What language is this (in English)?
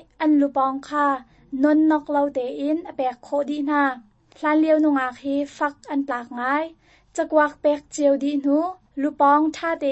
Hakha Chin